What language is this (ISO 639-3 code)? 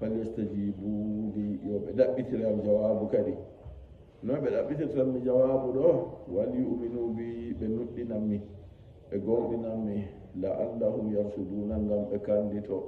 ful